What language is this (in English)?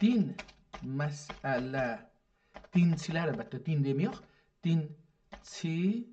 South Azerbaijani